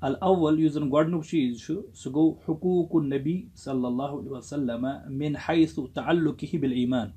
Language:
Kashmiri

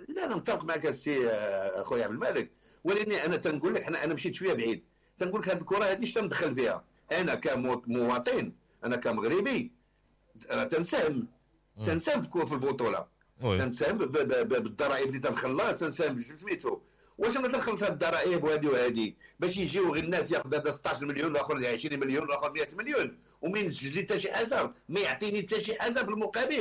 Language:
Moroccan Arabic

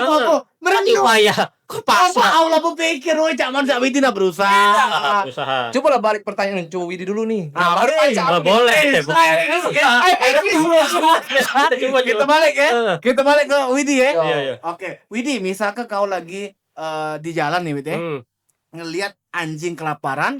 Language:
Musi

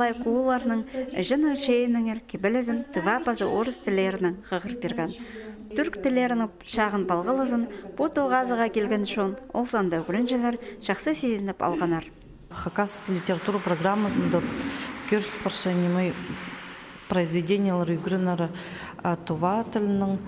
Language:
Khakas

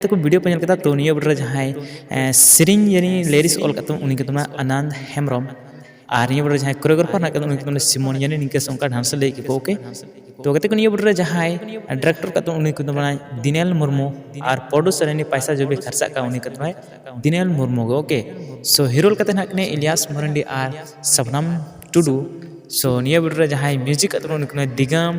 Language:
Santali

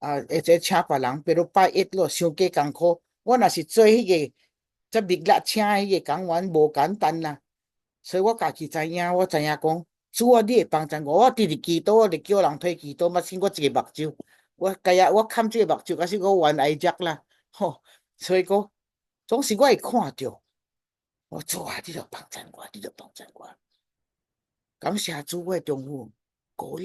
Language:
Min Nan Chinese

